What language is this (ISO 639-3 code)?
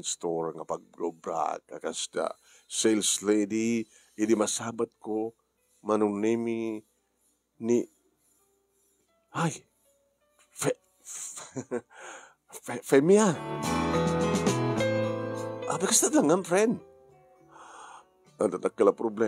ilo